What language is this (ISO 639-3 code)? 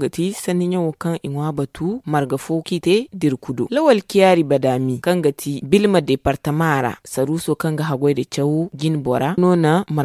dje